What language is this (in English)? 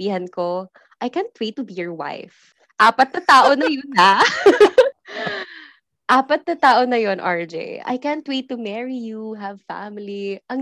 Filipino